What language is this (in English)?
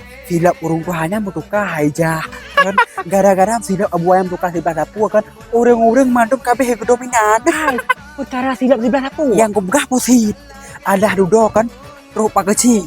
Achinese